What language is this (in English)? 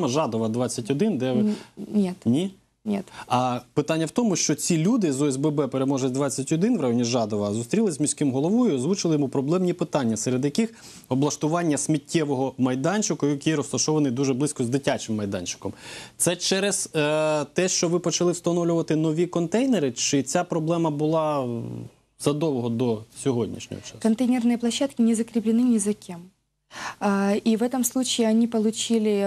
Ukrainian